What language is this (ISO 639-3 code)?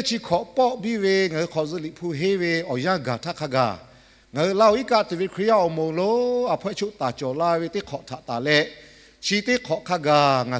lhu